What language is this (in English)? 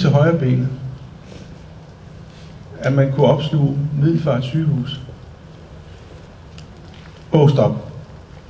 Danish